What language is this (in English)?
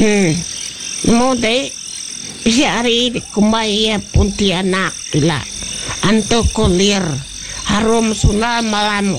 Iban